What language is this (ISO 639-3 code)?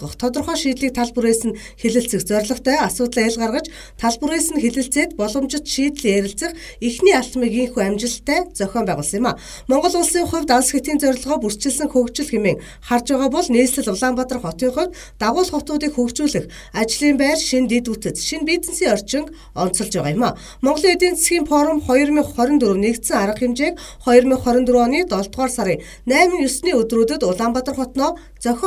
mon